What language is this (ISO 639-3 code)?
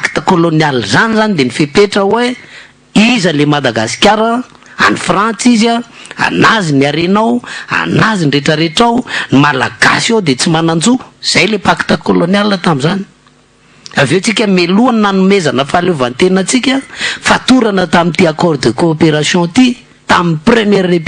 mlg